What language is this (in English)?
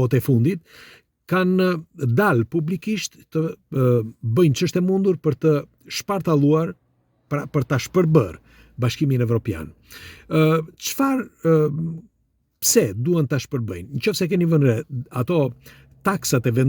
Albanian